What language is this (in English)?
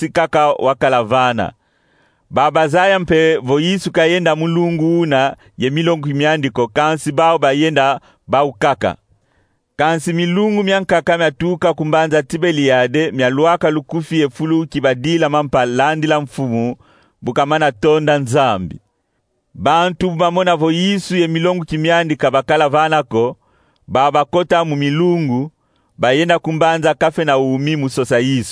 Kongo